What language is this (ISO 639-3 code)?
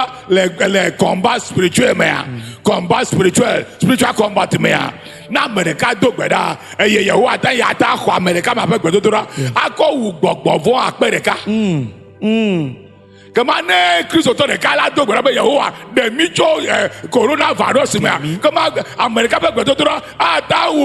ewe